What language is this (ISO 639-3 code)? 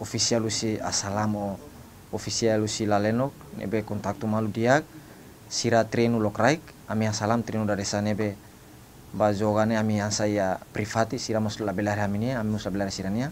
tet